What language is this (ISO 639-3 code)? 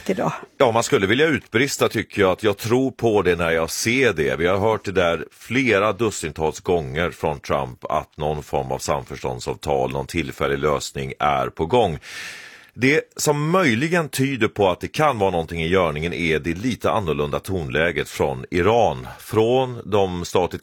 swe